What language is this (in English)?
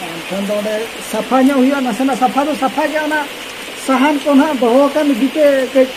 Santali